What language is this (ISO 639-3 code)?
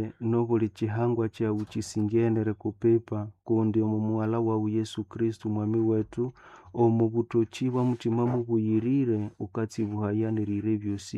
nnb